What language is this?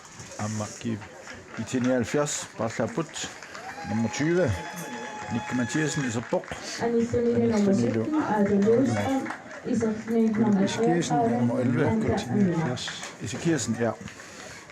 Kalaallisut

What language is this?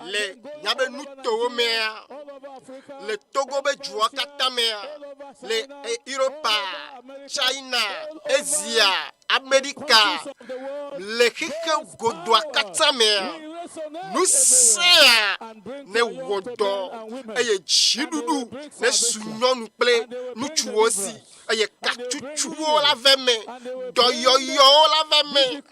Ewe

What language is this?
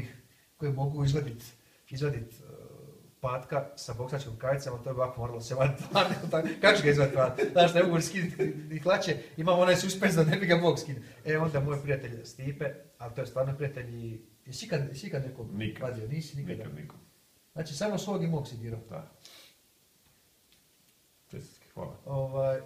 Croatian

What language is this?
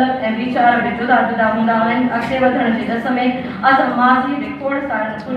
Sindhi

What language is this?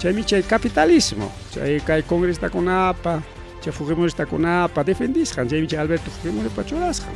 Ayacucho Quechua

